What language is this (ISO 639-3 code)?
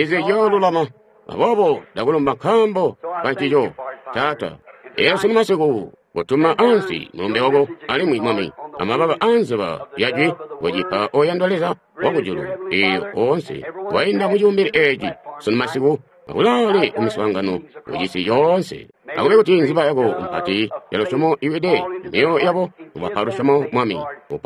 toi